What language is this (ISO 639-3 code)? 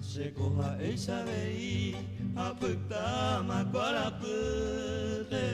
grn